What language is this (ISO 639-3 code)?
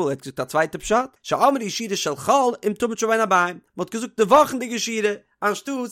yid